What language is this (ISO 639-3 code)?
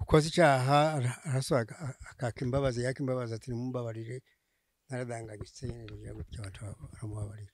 kin